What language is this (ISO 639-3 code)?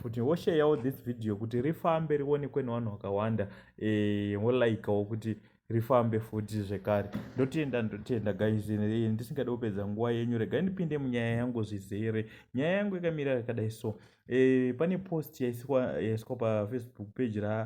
sna